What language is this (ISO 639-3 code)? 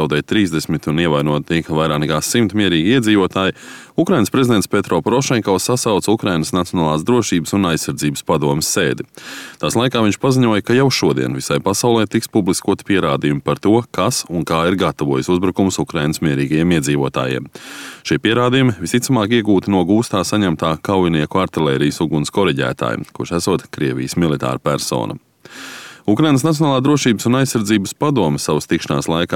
lav